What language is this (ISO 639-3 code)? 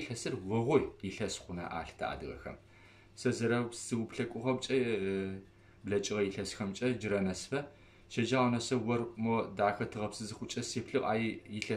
ady